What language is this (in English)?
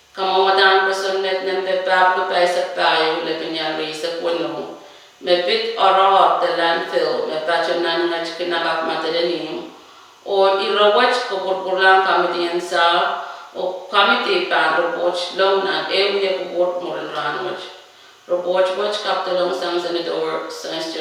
Pohnpeian